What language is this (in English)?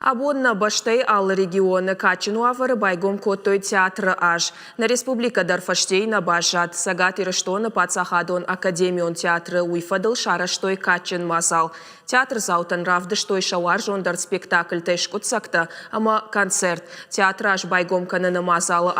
Ossetic